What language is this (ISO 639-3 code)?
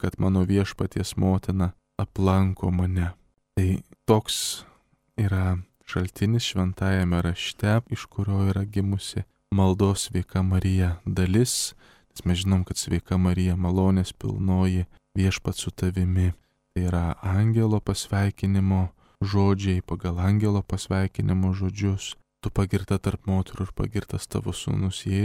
lit